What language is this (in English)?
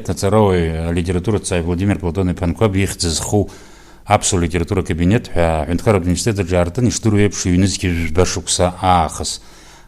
Abkhazian